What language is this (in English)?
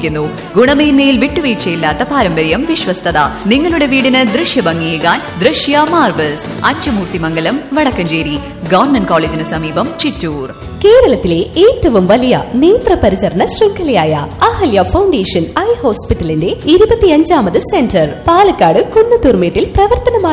Malayalam